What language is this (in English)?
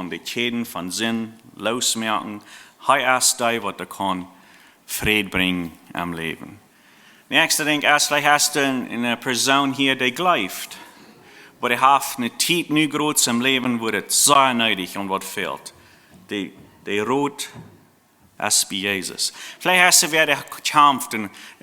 Plautdietsch